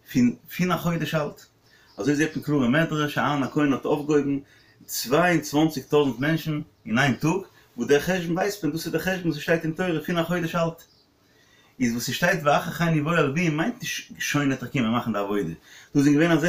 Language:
Yiddish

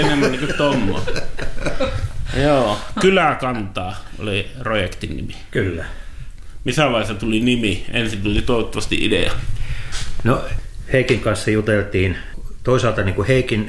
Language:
Finnish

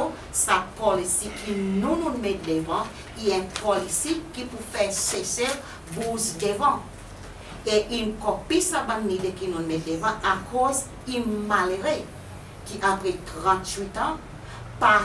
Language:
Seselwa Creole French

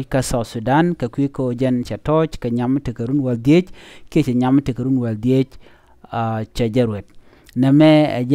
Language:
Nuer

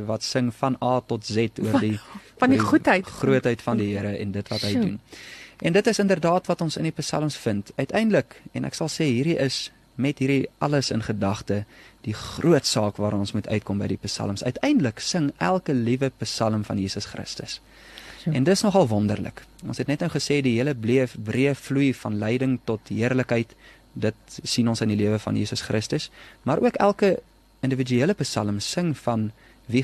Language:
Afrikaans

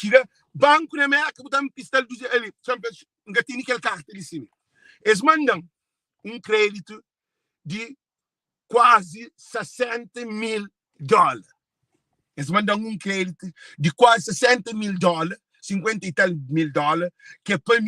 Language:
Kabuverdianu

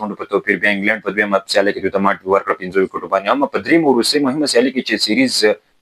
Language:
Pashto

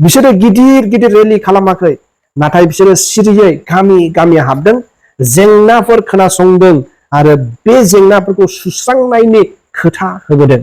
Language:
Bodo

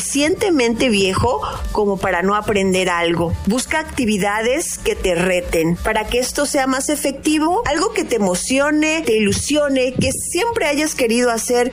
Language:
Spanish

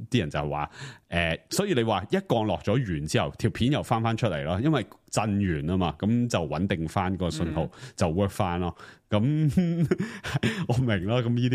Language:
Cantonese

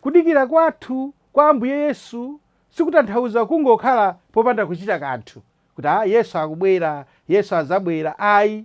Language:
Nyanja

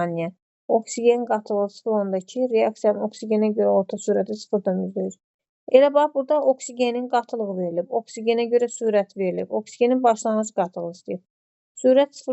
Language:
Azerbaijani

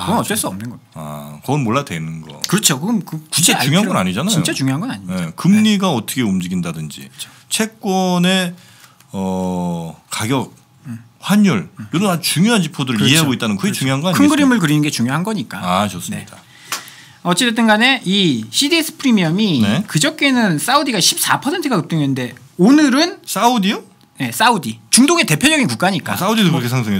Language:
Korean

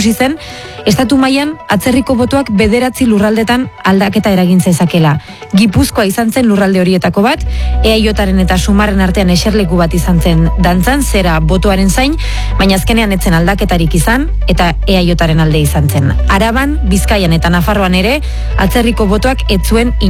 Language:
Basque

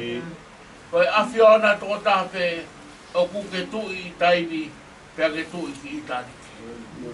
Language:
Tongan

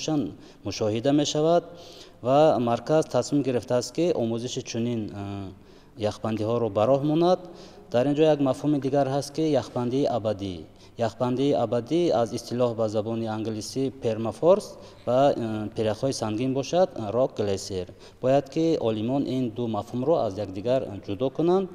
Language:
Tajik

